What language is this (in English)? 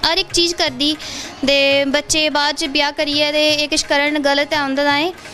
Dogri